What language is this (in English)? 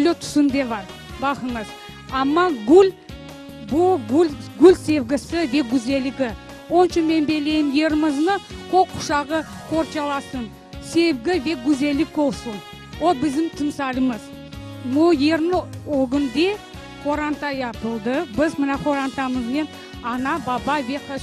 Crimean Tatar